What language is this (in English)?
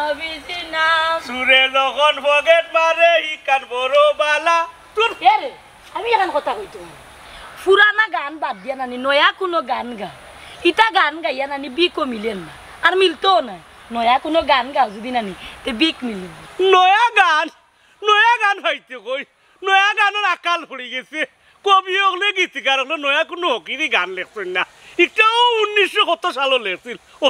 Sylheti